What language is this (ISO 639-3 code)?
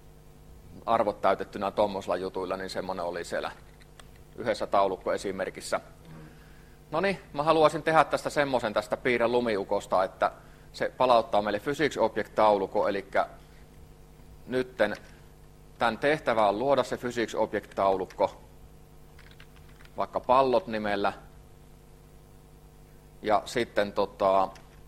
fin